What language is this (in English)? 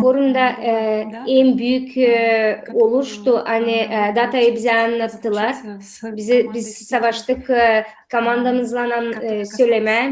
Gagauz